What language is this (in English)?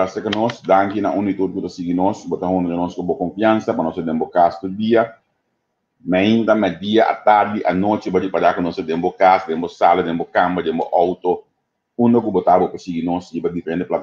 Papiamento